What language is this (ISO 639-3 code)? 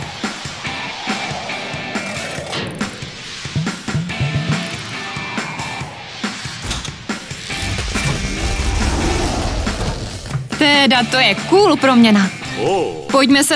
ces